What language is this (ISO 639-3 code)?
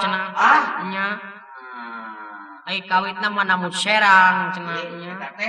sun